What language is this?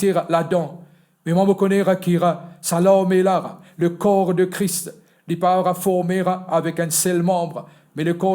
Morisyen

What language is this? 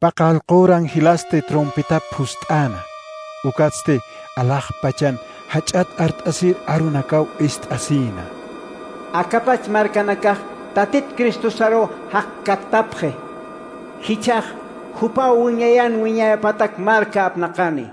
Aymara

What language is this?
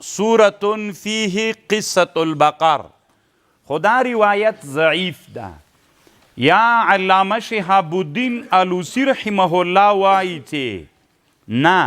Pashto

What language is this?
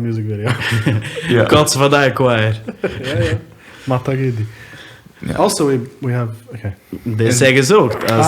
Yiddish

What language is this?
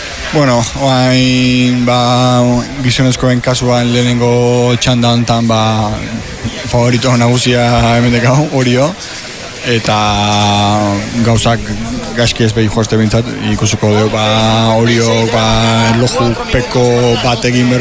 Basque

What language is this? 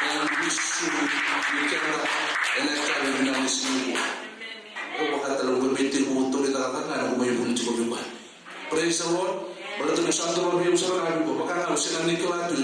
Fijian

